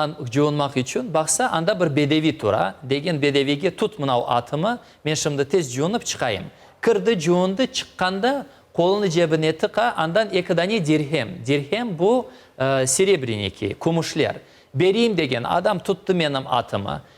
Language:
Crimean Tatar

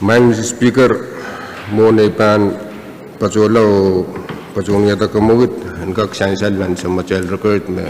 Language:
Pohnpeian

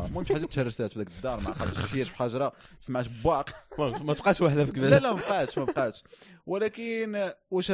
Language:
Moroccan Arabic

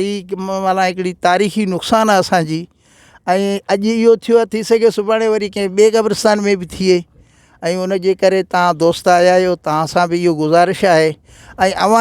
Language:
Sindhi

